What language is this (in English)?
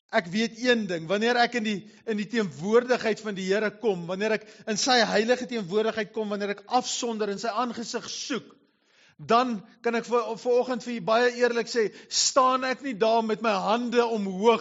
Afrikaans